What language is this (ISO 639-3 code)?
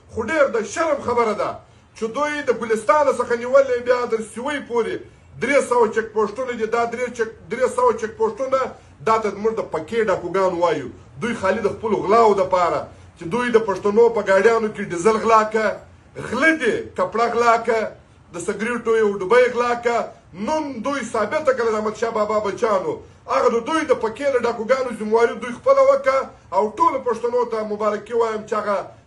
pus